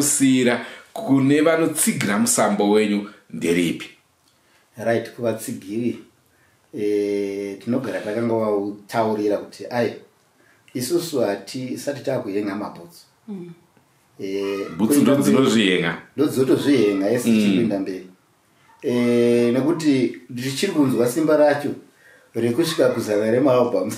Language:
Shona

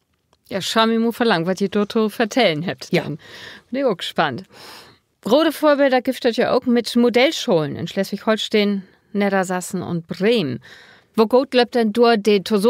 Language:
Low German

